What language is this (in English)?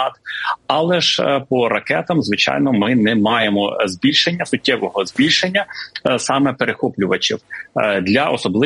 Ukrainian